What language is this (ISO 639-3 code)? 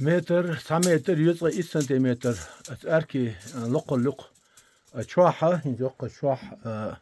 che